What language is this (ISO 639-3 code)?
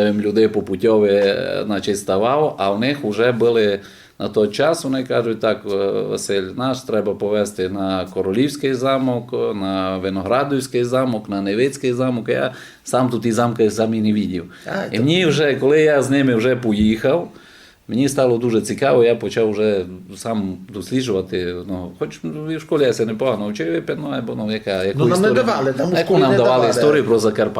rue